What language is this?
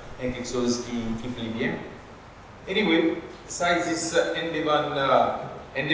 Seselwa Creole French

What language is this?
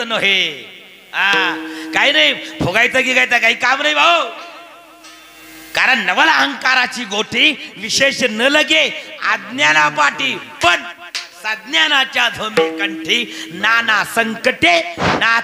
Marathi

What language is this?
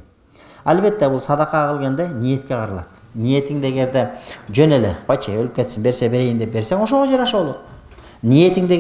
Kyrgyz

